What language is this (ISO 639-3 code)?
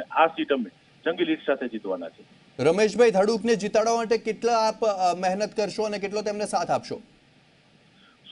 guj